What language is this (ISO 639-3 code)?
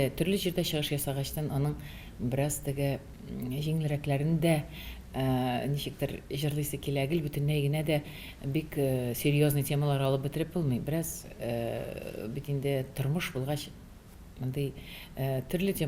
tat